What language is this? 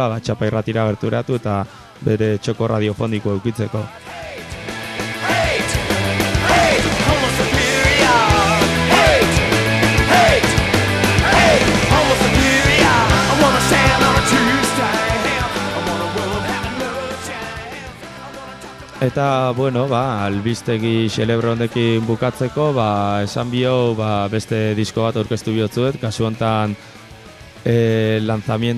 Basque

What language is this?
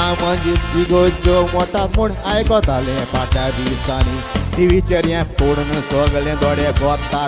Konkani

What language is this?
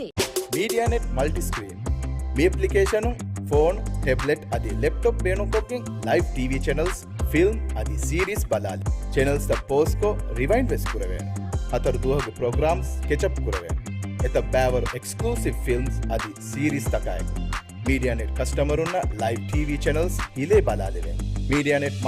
Divehi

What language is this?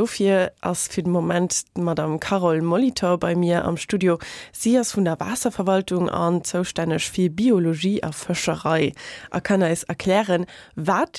Luxembourgish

